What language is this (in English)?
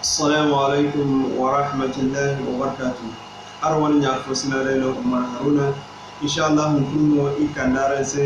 Zarma